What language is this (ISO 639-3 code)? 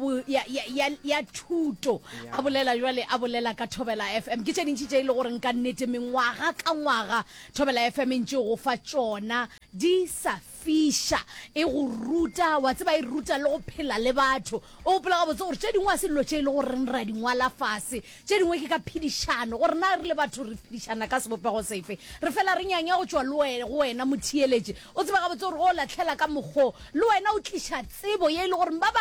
nso